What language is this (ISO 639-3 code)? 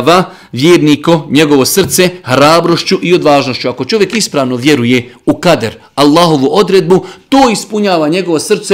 bos